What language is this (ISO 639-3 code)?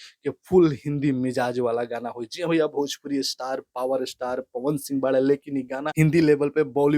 bho